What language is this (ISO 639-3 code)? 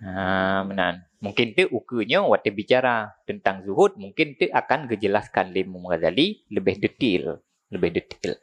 ace